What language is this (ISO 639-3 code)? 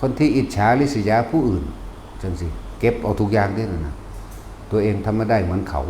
tts